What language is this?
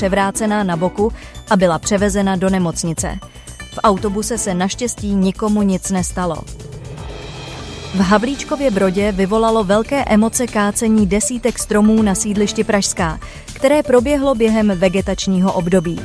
Czech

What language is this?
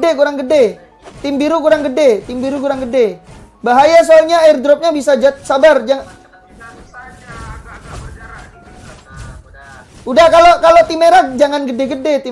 Indonesian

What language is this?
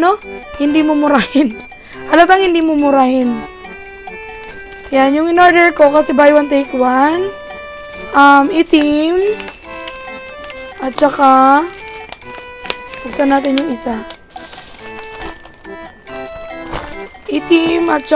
Filipino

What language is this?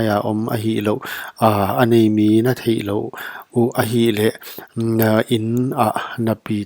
Paite Chin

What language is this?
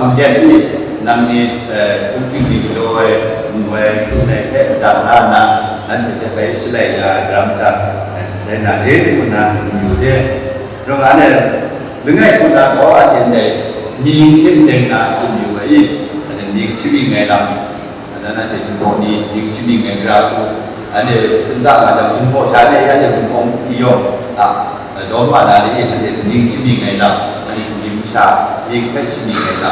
Kachin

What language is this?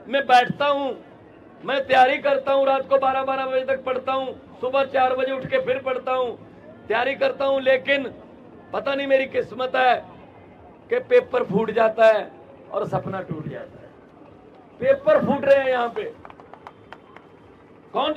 Hindi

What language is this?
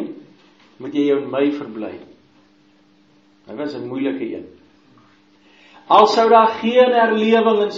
Afrikaans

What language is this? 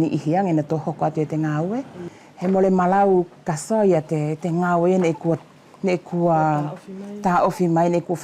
Wallisian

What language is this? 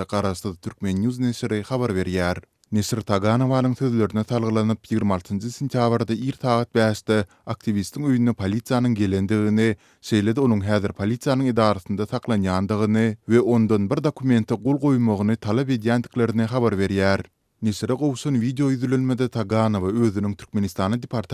Turkmen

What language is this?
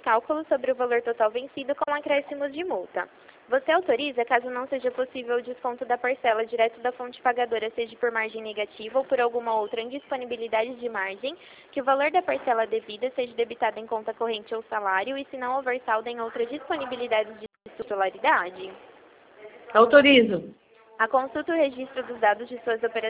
Portuguese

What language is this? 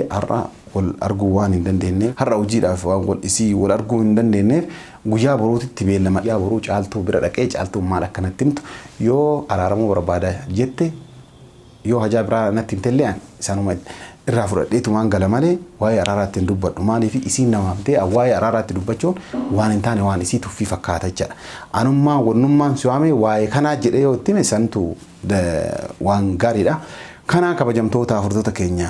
Oromo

